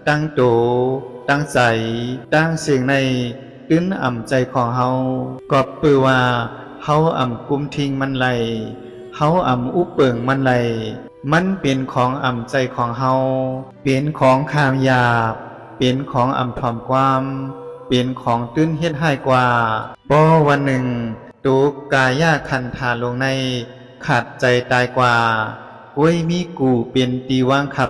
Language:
Shan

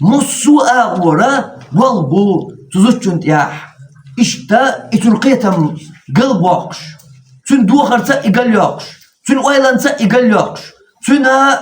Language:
Chechen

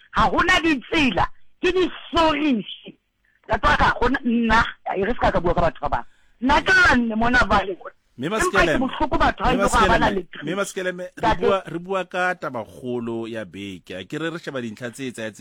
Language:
Southern Sotho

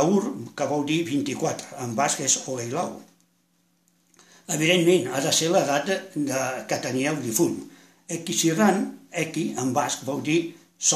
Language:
Catalan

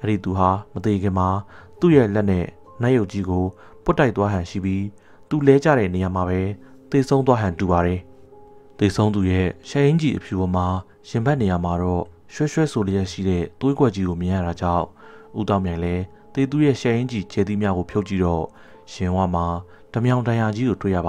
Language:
Burmese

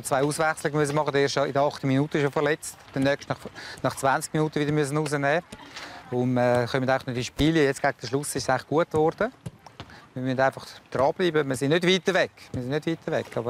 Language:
Swiss German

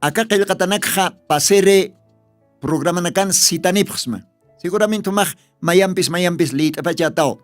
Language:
Aymara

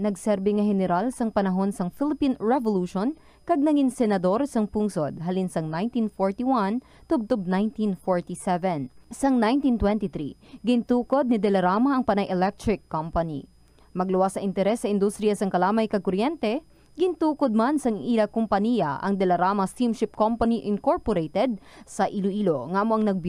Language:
Hiligaynon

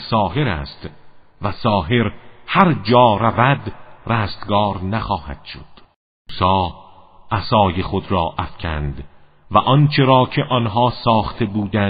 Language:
Persian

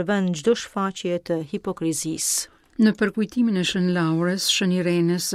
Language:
Albanian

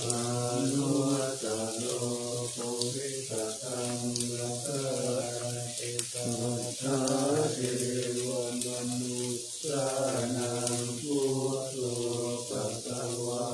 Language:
Pali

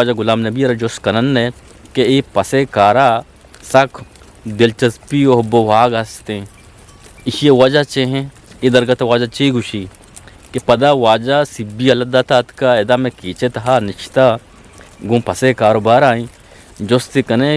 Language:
Eastern Balochi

